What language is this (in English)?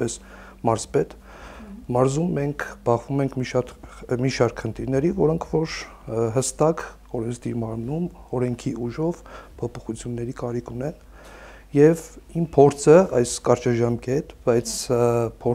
Armenian